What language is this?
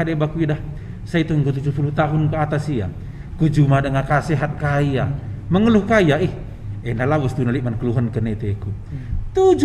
Batak Karo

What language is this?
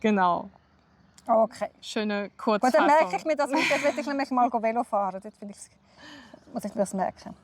Swiss German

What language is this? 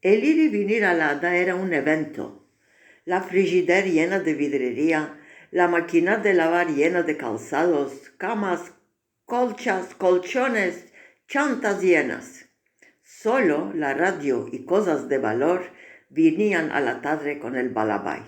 Ladino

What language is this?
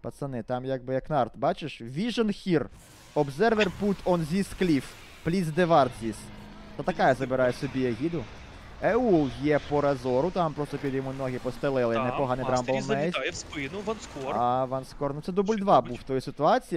Ukrainian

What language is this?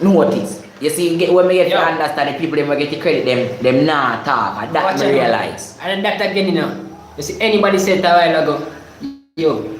Jamaican Creole English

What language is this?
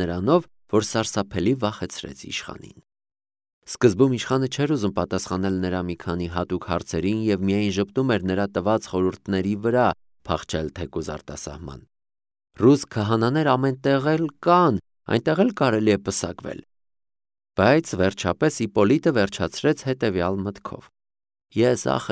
Armenian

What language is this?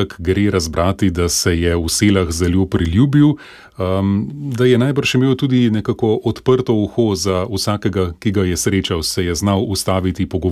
Slovenian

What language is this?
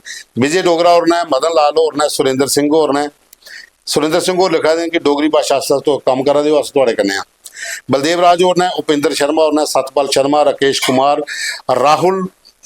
Dogri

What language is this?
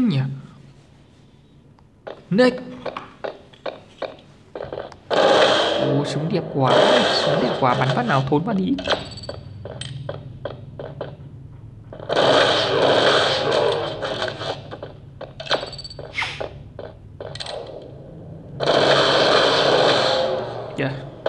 Vietnamese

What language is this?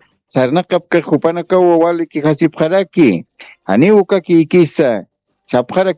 Aymara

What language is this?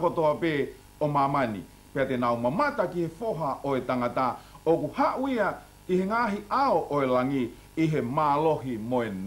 Tongan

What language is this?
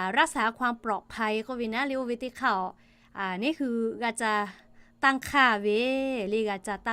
Lahu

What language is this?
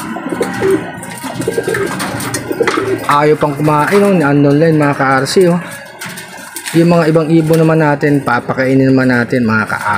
Filipino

